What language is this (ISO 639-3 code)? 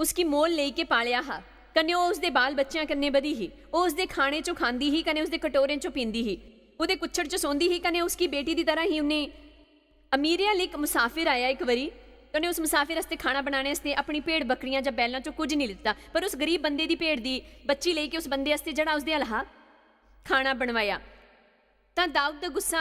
doi